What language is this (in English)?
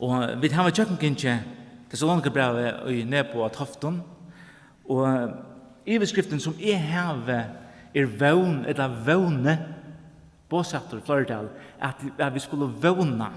Faroese